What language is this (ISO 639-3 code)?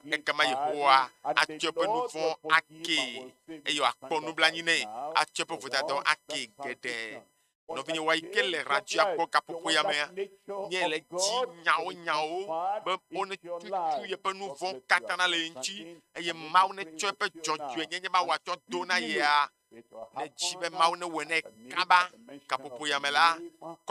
ewe